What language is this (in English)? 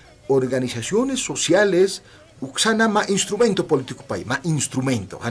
Aymara